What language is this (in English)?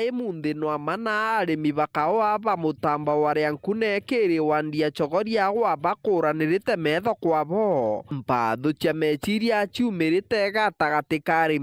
Meru